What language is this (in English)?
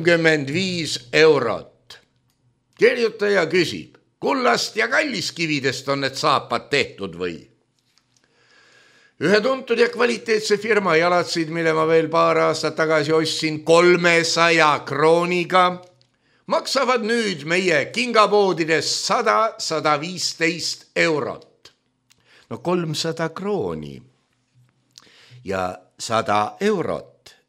Estonian